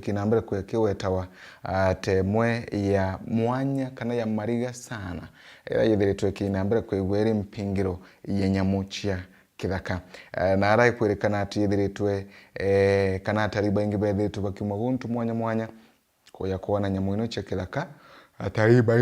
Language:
Meru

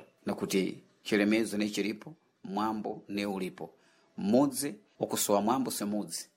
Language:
Sena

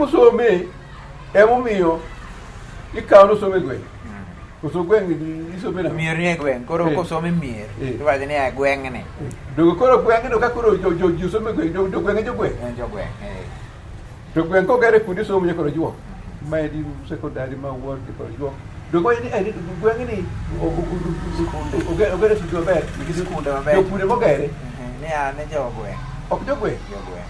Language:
Luo (Kenya and Tanzania)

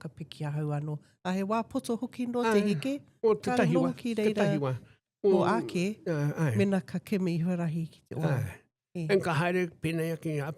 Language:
Māori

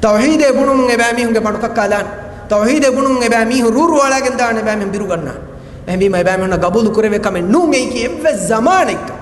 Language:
Divehi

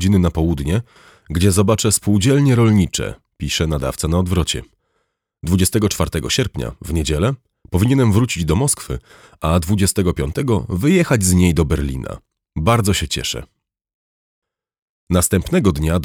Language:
Polish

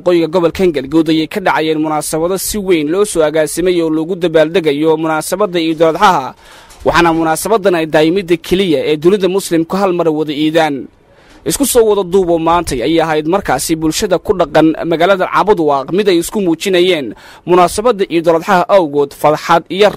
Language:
Somali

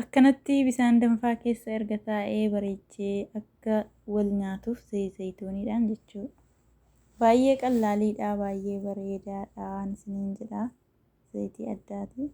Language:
Oromo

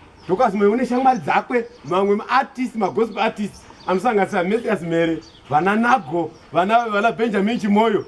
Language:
Shona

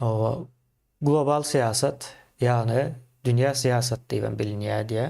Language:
Turkmen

